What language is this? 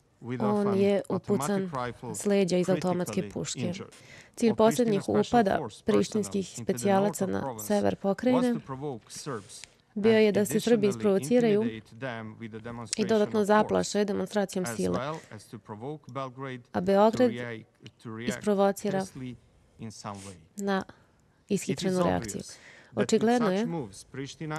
Serbian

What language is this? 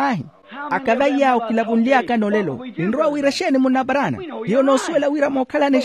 Makhuwa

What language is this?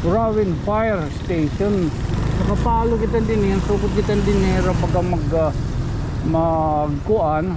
Waray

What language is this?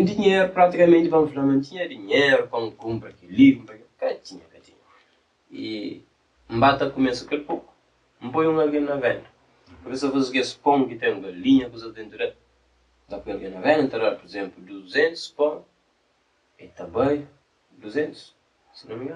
Kabuverdianu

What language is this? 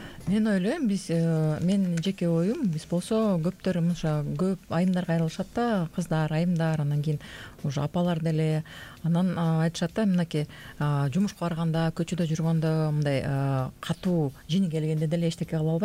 Kyrgyz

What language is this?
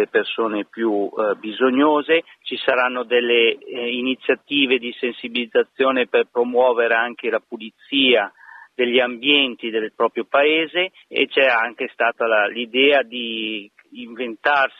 Italian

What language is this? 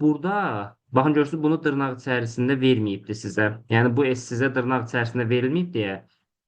Azerbaijani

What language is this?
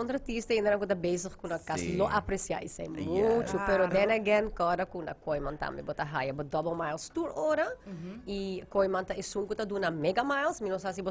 Papiamento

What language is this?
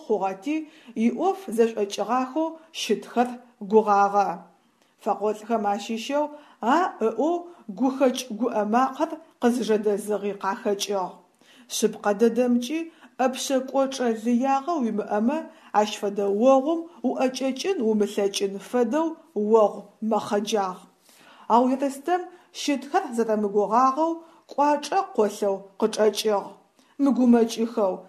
Adyghe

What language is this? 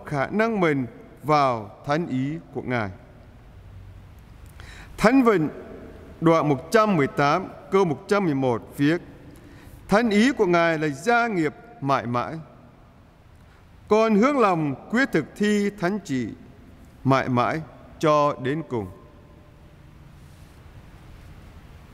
Vietnamese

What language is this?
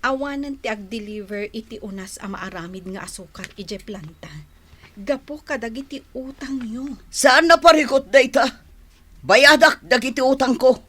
Iloko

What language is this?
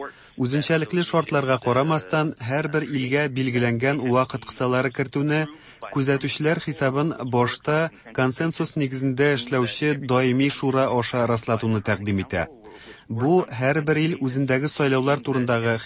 Tatar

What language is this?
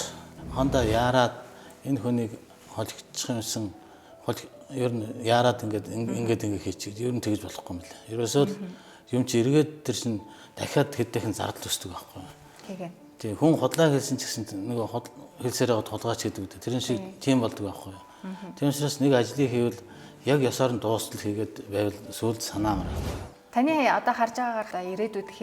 Mongolian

